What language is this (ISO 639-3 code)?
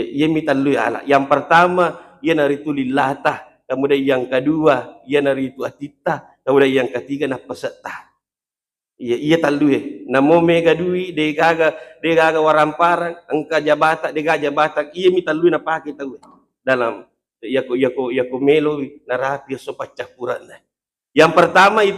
bug